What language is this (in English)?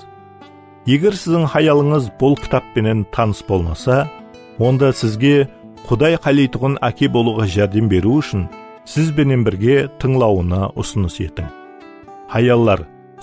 Kara-Kalpak